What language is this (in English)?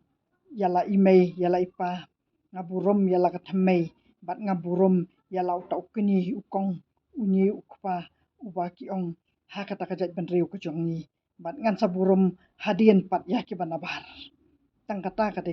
Khasi